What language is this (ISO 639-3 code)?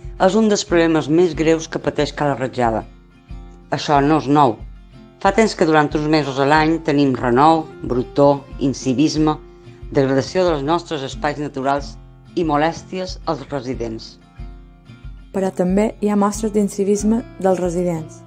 cat